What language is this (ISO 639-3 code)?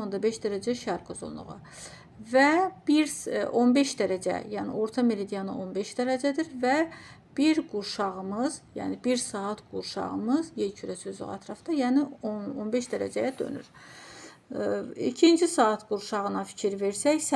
aze